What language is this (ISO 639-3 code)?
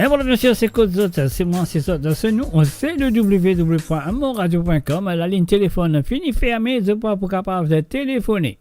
mfe